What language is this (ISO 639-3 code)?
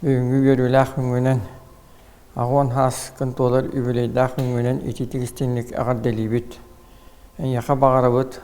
sah